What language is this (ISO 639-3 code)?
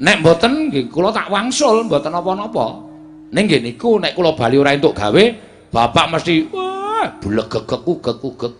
jav